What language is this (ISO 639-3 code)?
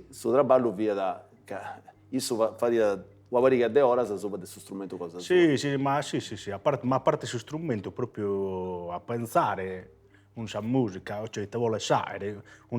srd